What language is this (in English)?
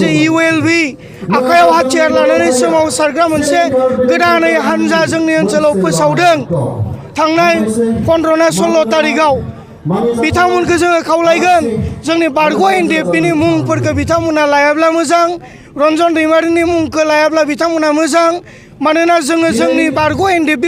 Bodo